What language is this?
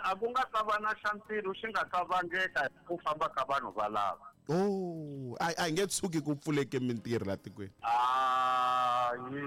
Tsonga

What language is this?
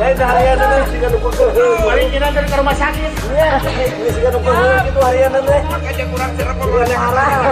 Sundanese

